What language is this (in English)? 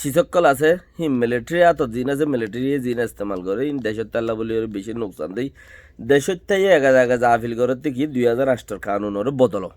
Rohingya